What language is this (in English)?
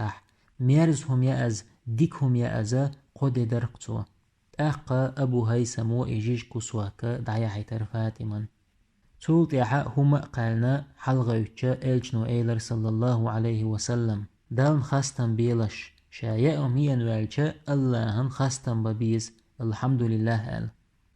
Chechen